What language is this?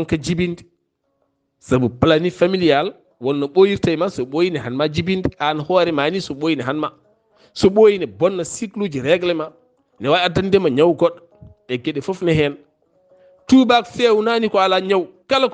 Fula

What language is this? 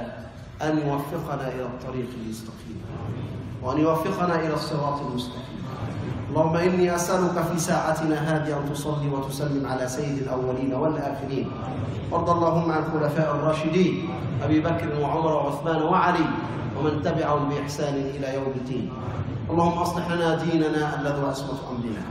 Arabic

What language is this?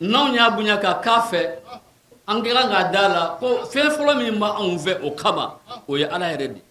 Bambara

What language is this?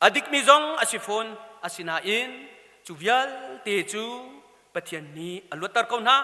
Hakha Chin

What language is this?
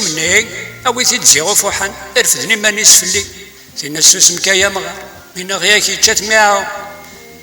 Kabyle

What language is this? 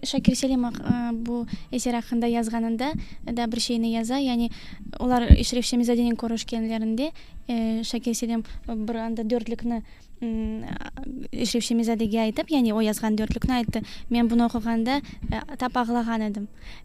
Crimean Tatar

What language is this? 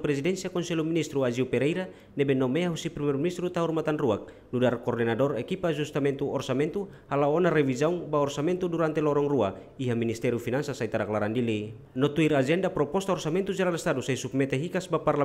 Tetum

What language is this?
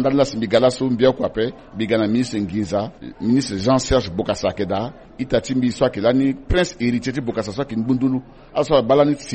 Sango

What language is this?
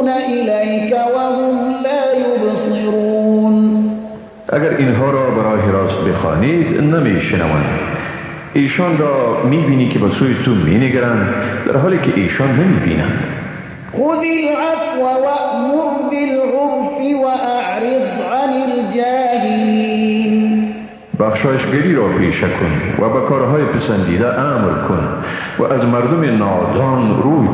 Persian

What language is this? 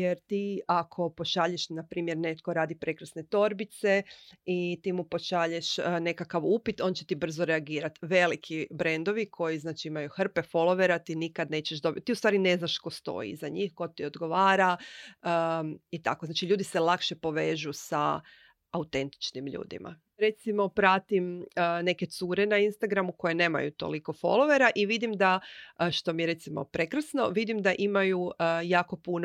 Croatian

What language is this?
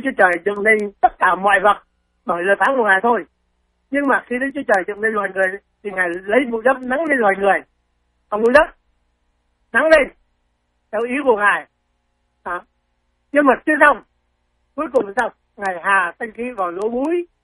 Vietnamese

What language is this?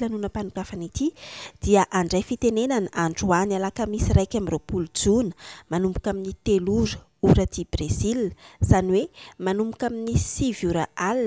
Malagasy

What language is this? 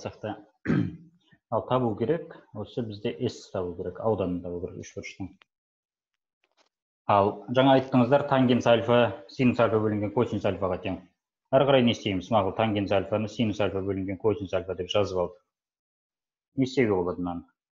Kazakh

